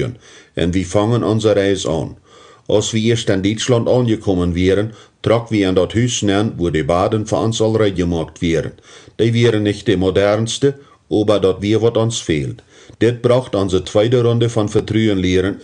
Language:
Plautdietsch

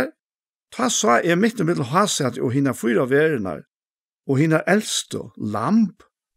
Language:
Faroese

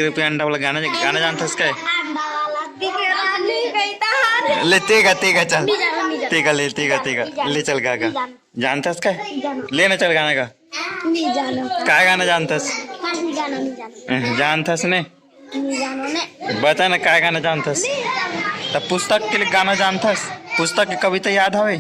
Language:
Chhattisgarhi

